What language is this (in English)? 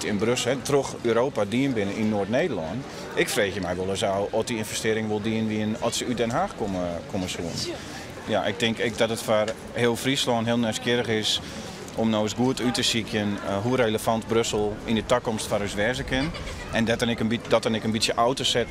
Western Frisian